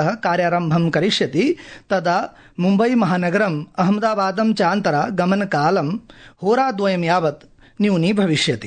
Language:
Sanskrit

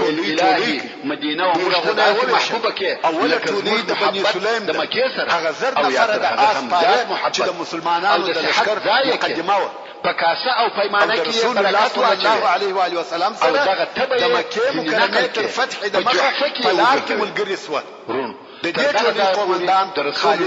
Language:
Pashto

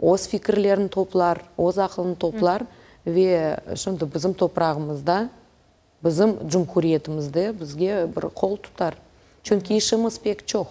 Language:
Crimean Tatar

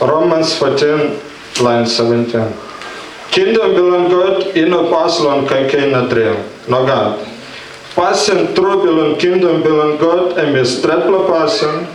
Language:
Tok Pisin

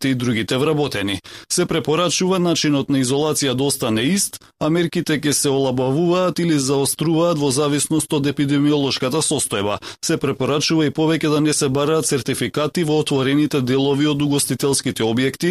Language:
Macedonian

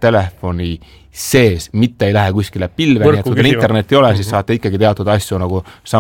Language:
Estonian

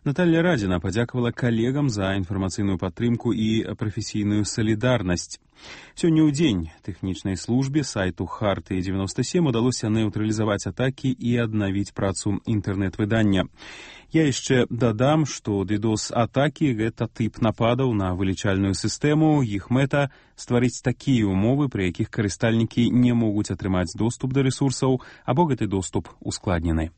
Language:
Belarusian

